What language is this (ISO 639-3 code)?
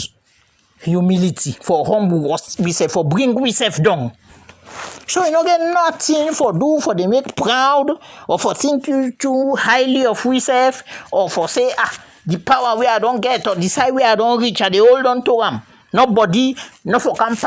kri